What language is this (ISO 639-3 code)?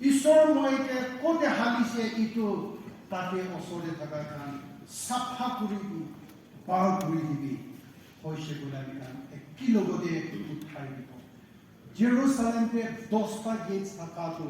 nag